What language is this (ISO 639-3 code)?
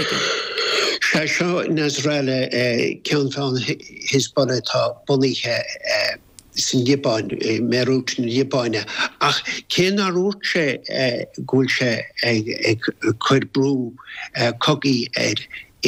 gle